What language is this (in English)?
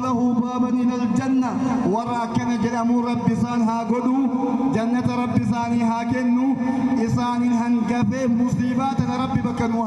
Oromo